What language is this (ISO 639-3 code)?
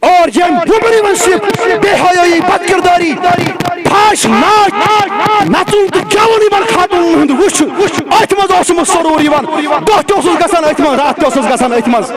kas